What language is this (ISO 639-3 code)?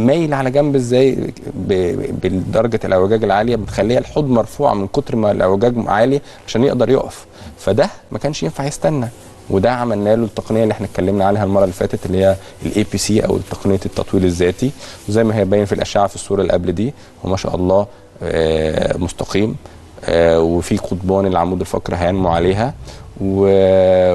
arz